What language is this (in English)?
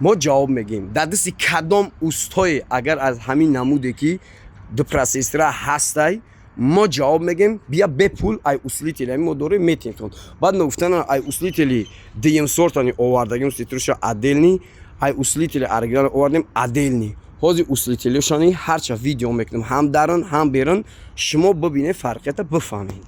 Tajik